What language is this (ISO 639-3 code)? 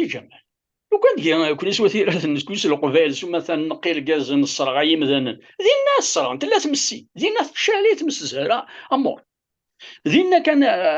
kab